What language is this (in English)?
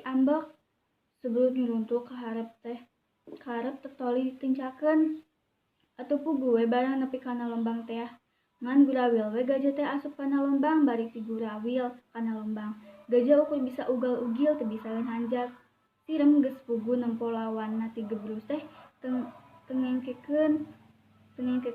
Sundanese